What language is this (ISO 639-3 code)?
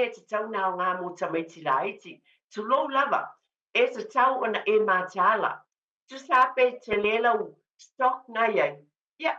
smo